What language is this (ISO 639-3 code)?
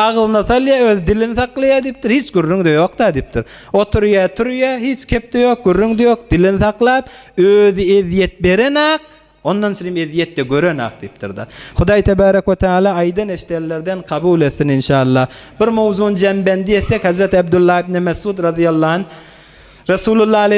tuk